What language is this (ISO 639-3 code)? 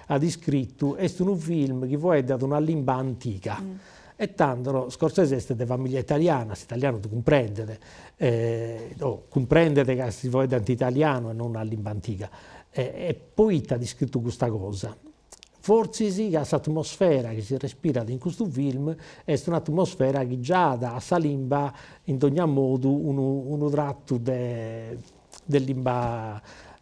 srd